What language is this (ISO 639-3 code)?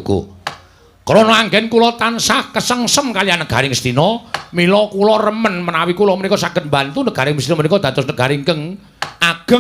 jav